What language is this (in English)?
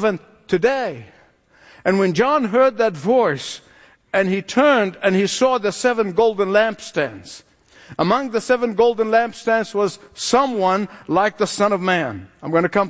English